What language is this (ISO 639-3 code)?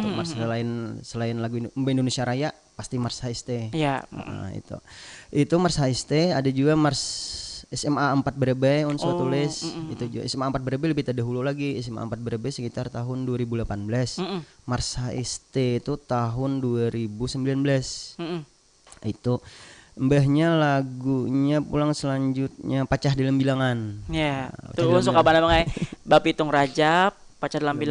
bjn